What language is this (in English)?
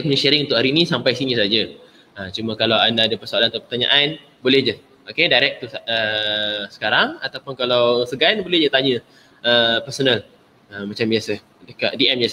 Malay